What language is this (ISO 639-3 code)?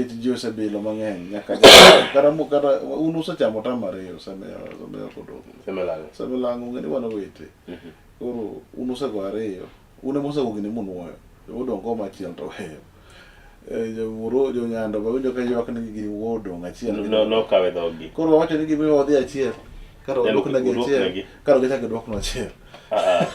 luo